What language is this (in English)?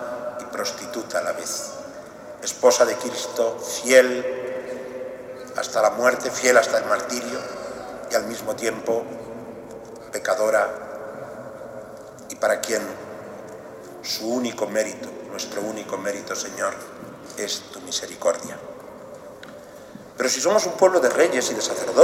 Spanish